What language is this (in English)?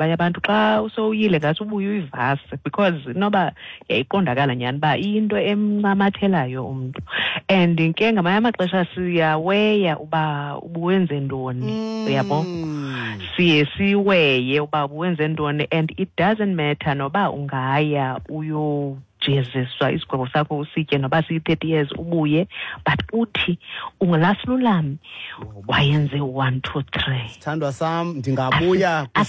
Xhosa